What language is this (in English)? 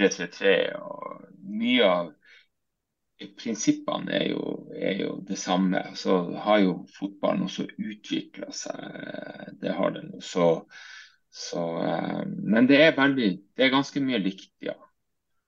Norwegian